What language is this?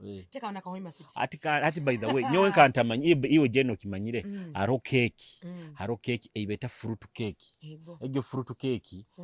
Nyoro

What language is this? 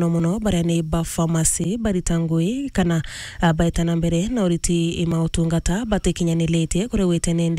Meru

